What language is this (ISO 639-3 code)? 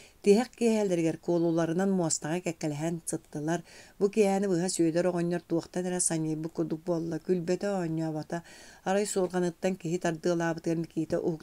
sah